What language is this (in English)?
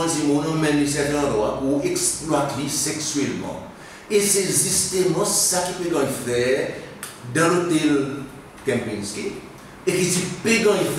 Seselwa Creole French